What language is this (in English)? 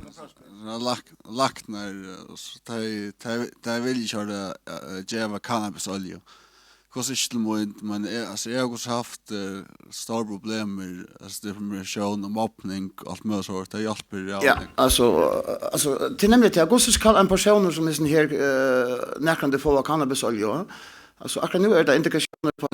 Faroese